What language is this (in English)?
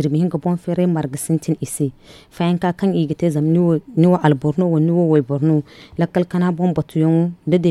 Zarma